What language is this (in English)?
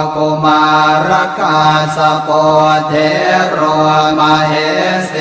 Pali